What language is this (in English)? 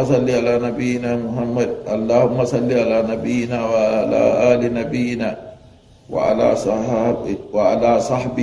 Fula